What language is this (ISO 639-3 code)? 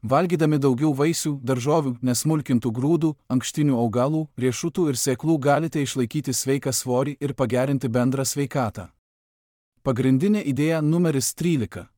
lit